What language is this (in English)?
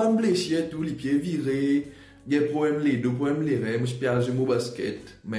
Morisyen